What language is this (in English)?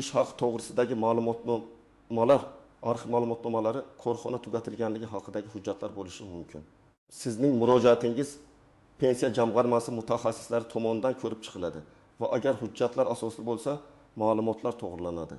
Uzbek